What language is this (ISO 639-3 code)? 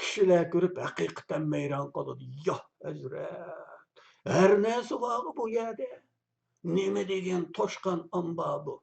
uig